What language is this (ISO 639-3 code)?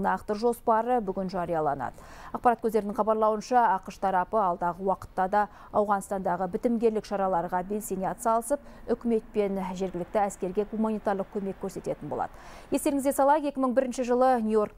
kaz